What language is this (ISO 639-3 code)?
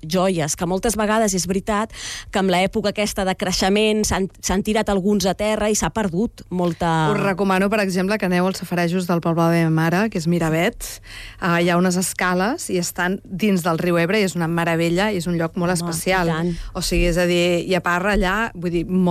cat